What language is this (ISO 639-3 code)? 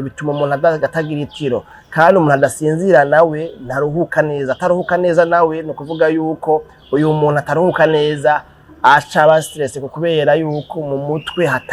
run